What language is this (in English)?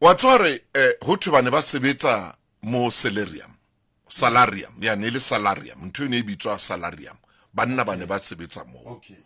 Southern Sotho